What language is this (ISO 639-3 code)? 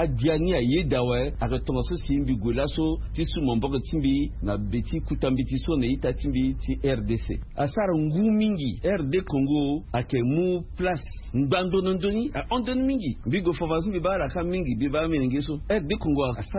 sag